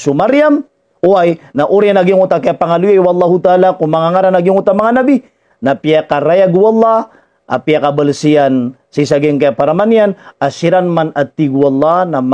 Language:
Maranao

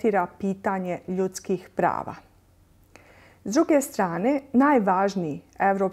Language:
Bosnian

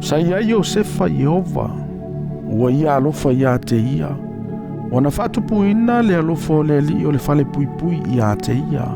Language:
Samoan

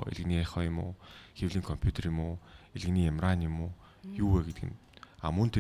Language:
Mongolian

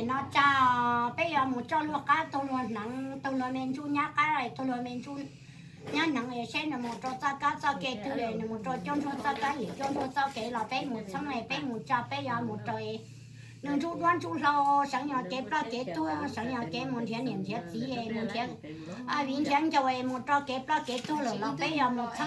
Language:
Hmong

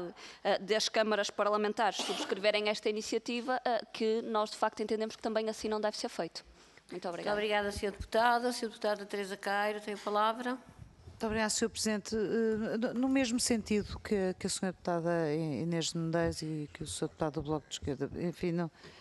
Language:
Portuguese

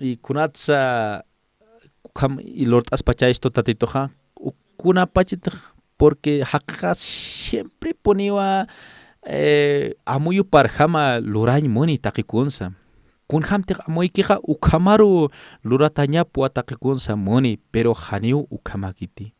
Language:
Aymara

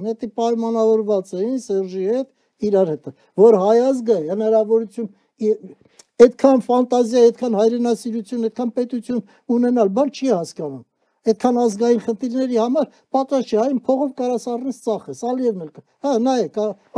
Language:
Armenian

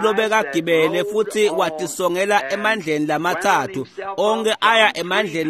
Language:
Swati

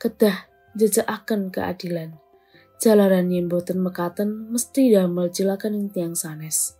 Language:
Javanese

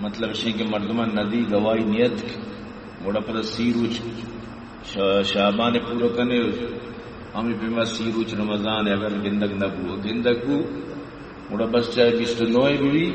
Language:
Baluchi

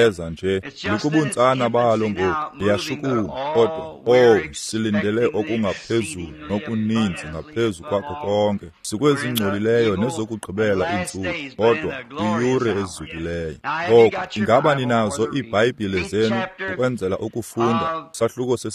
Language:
Xhosa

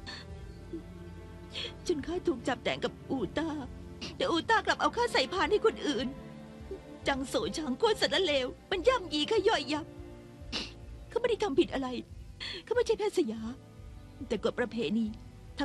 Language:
Thai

